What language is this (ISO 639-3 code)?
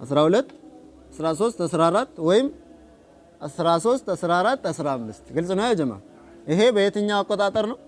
amh